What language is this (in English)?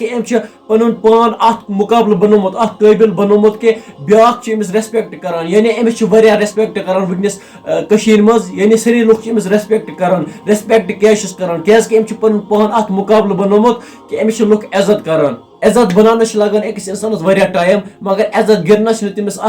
Kashmiri